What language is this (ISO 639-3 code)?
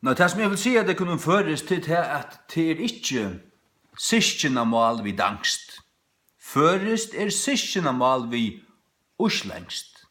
fao